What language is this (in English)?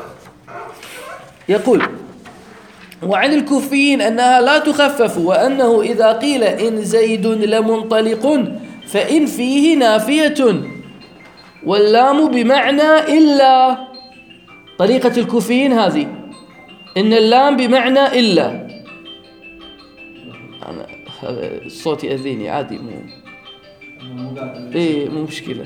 Arabic